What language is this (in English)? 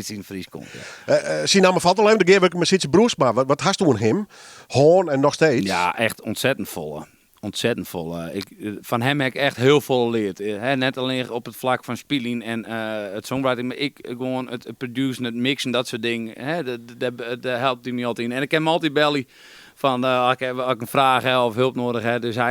Western Frisian